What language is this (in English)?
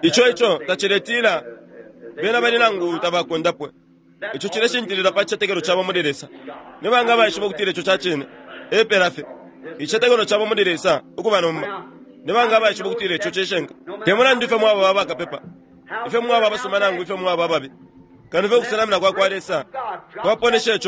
Bemba